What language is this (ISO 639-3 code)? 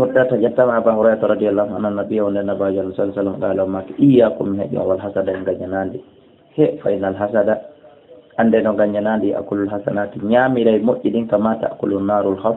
ful